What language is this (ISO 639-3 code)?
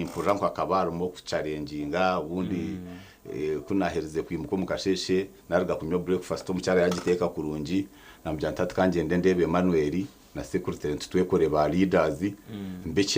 nyn